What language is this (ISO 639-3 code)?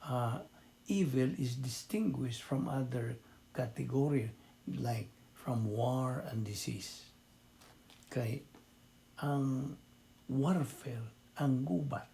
ceb